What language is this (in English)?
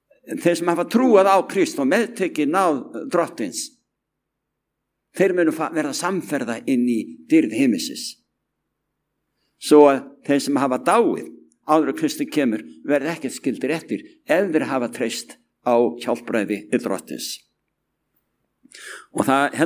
Icelandic